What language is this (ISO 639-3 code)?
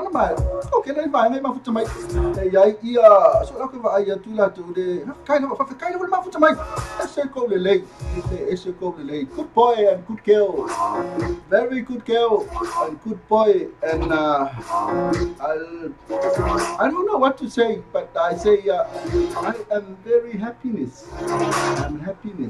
smo